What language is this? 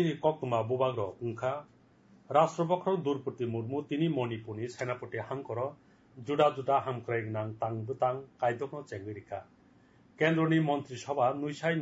Kok Borok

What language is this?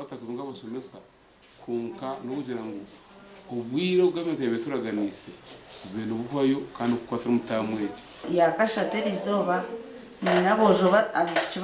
Nyankole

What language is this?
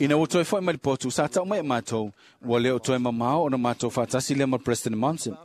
Samoan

